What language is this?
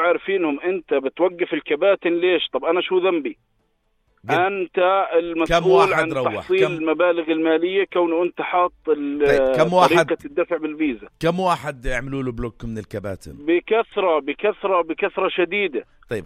North Levantine Arabic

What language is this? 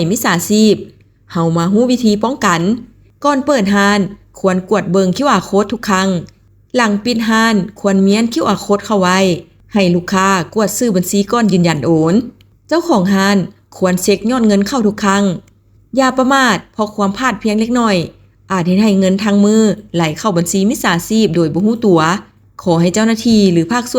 Lao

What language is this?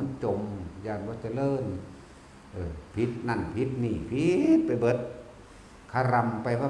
Northeastern Thai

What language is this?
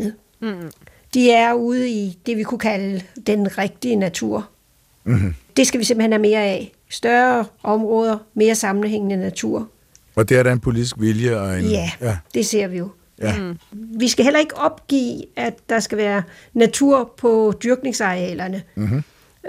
Danish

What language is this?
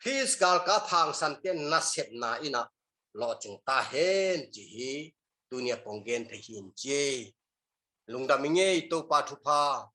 Tedim Chin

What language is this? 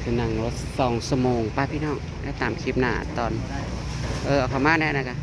Northeastern Thai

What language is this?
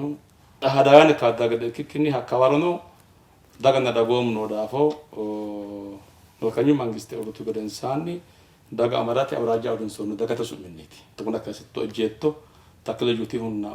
Sidamo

